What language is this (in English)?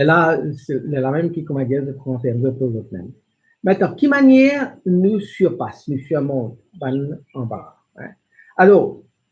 Morisyen